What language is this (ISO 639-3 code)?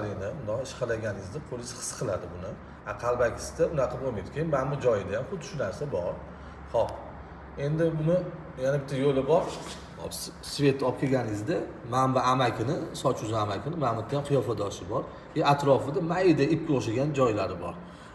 uzb